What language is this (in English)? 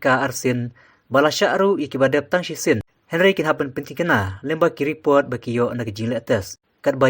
Khasi